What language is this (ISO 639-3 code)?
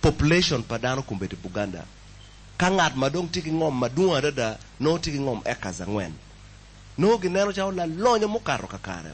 ach